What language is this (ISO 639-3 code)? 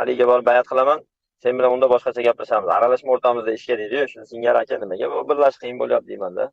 uzb